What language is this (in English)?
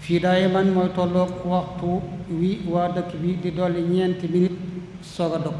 Wolof